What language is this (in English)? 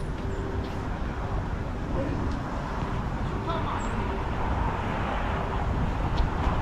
Korean